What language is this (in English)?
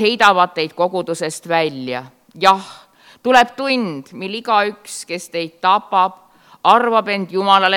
Estonian